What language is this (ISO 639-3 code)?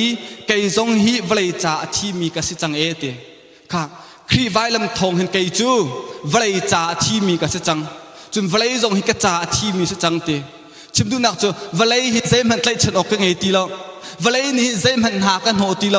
cnh